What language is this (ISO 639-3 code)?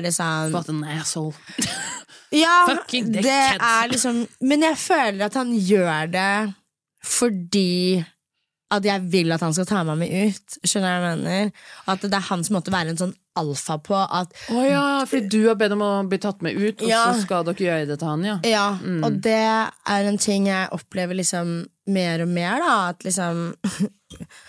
nor